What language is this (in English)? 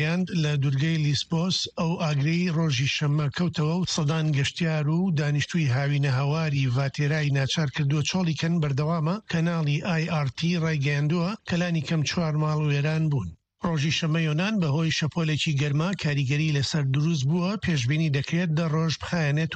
Central Kurdish